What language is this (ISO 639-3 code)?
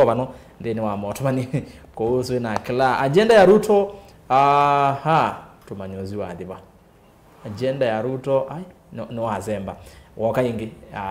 kam